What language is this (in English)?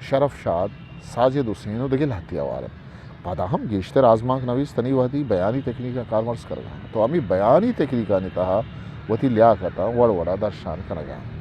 Eastern Balochi